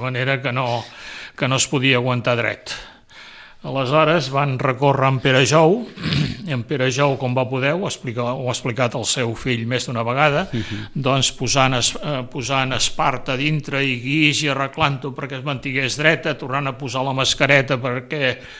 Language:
Catalan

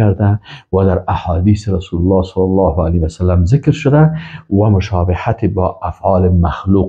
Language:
Persian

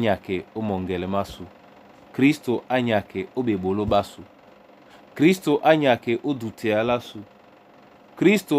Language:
Duala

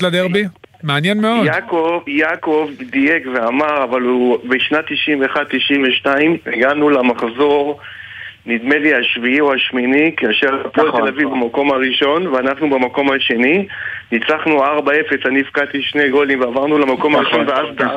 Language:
Hebrew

